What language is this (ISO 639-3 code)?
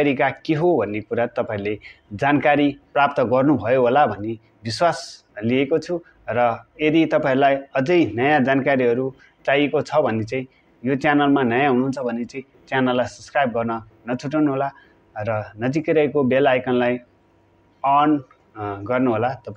nep